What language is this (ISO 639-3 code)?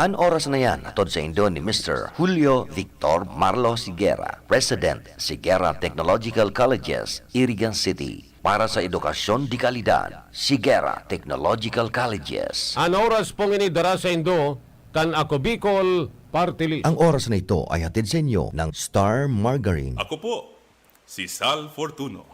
bik